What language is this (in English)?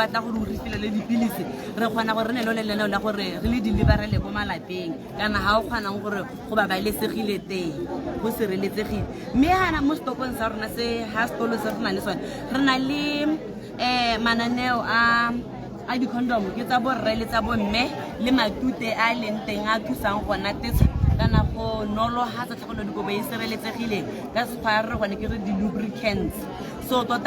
Tswana